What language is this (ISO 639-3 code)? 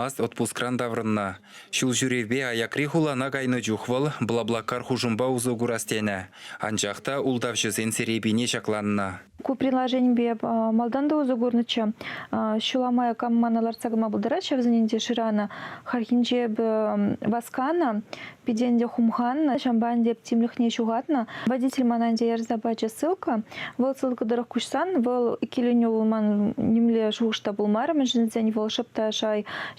chv